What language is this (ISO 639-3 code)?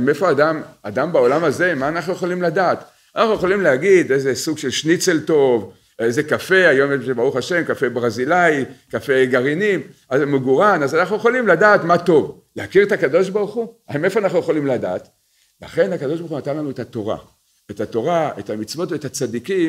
heb